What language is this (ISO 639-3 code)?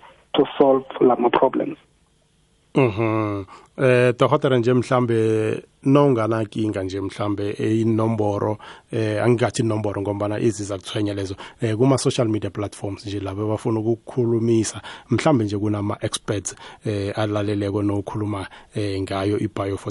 nbl